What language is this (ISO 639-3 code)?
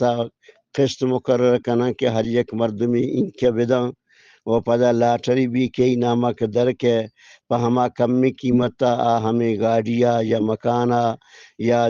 bgp